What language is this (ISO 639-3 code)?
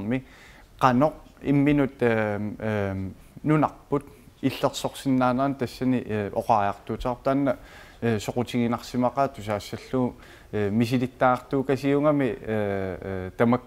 kal